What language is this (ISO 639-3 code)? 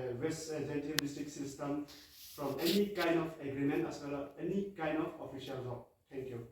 mjw